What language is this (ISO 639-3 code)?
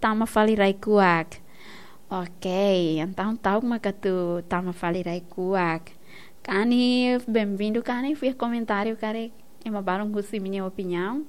tet